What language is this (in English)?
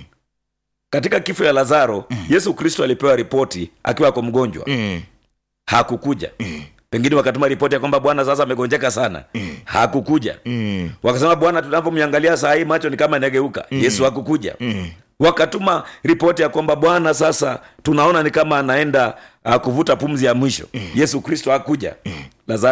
Swahili